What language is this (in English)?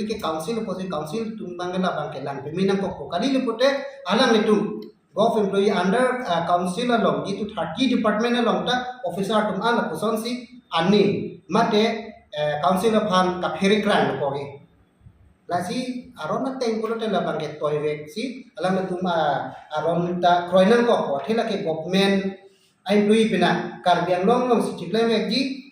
Karbi